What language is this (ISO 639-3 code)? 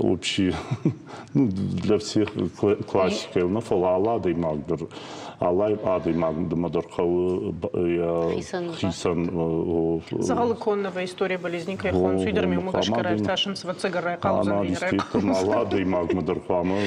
oss